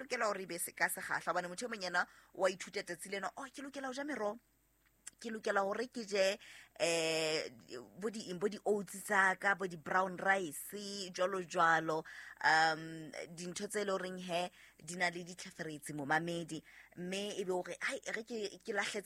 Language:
Southern Sotho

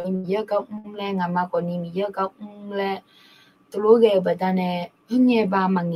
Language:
Akha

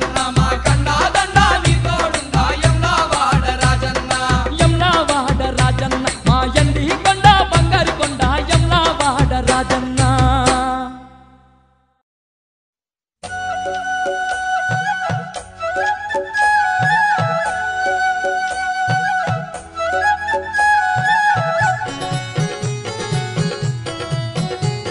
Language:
Telugu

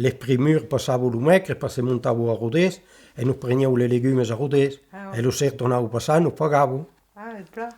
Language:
Occitan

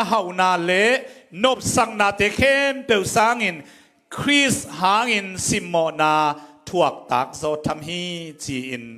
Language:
Tedim Chin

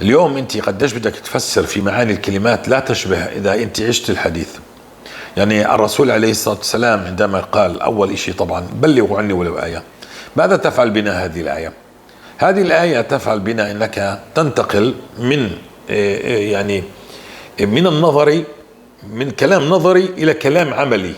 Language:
North Levantine Arabic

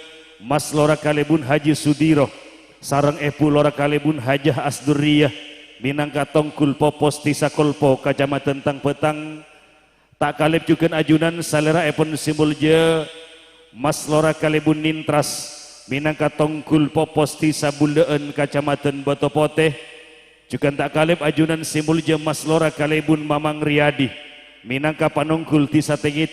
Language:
Madurese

